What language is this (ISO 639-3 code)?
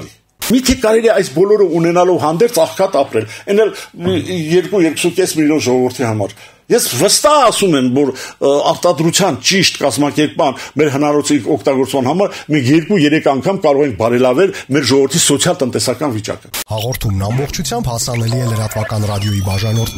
hye